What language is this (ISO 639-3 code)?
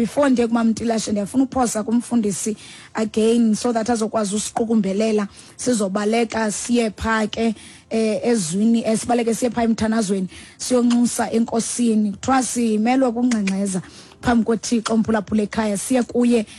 xho